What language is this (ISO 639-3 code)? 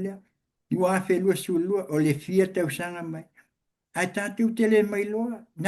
smo